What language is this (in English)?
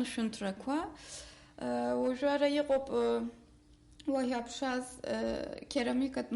Abkhazian